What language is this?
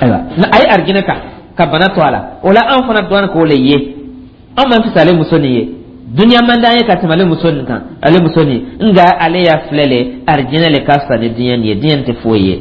Dyula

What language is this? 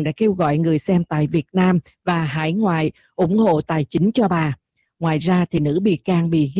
Vietnamese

